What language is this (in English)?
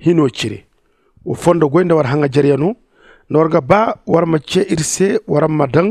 Zarma